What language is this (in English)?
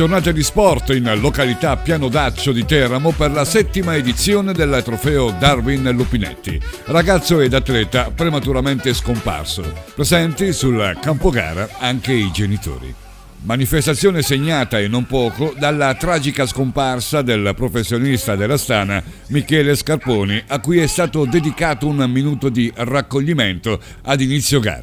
Italian